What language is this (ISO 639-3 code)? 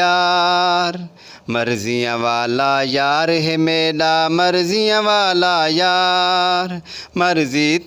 skr